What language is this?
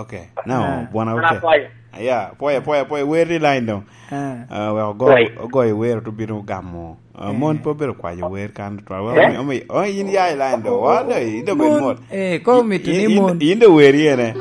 Lango (Uganda)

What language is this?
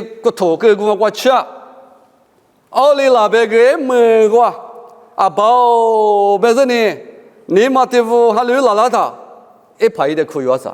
Lisu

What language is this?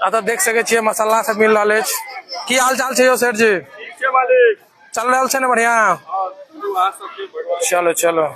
Maithili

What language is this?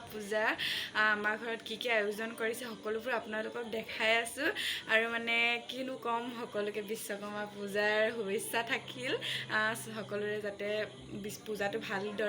Assamese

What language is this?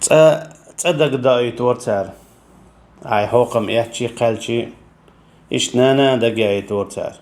Chechen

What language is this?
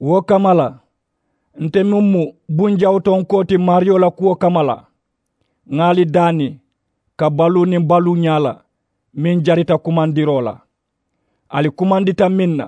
Mandingo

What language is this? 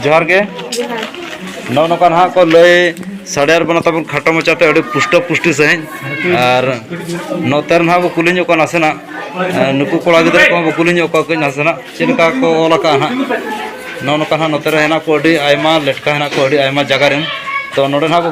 Santali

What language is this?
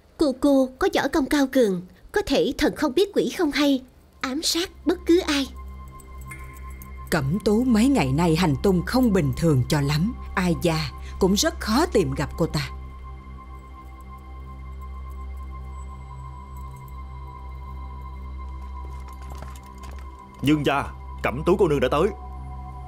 Vietnamese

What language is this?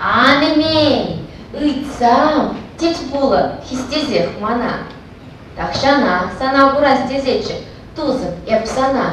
Chuvash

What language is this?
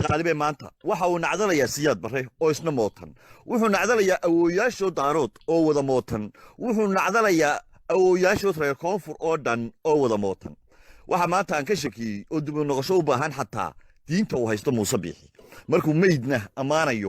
Somali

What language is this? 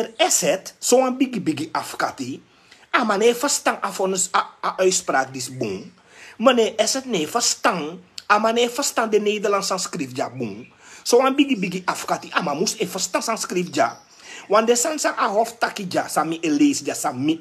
Sranan Tongo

